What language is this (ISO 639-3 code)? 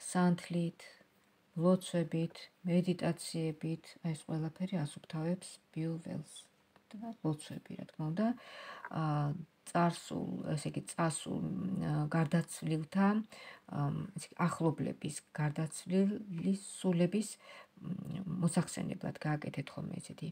kat